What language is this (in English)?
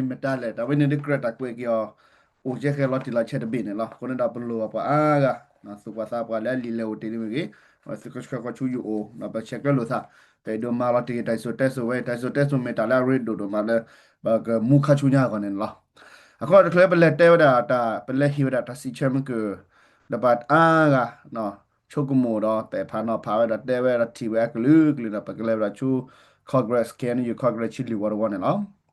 S'gaw Karen